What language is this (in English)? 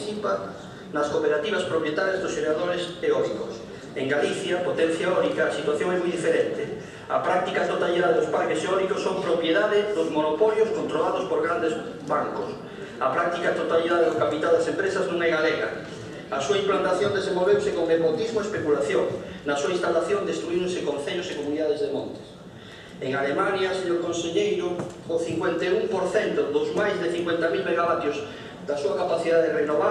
Galician